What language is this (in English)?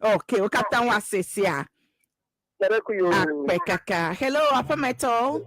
Ewe